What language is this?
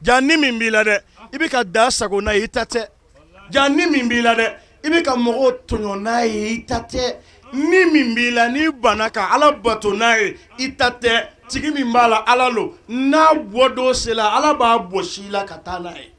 Bambara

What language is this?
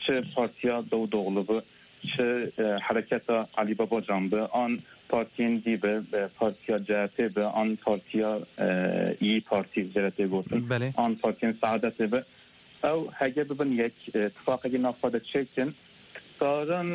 Kurdish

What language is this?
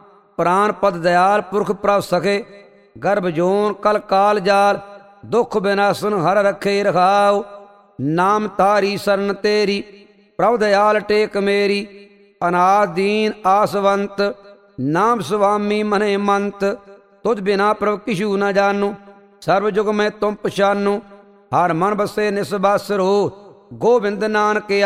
Punjabi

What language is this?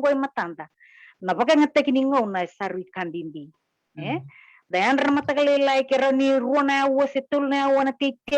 Fijian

